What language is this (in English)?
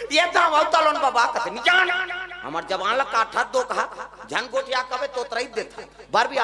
Chhattisgarhi